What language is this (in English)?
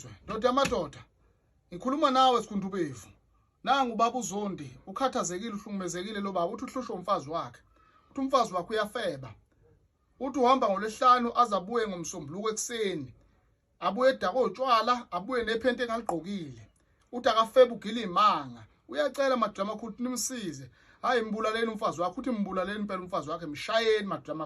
Zulu